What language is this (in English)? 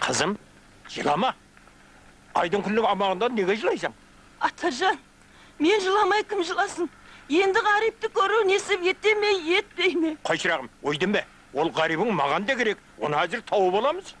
Kara-Kalpak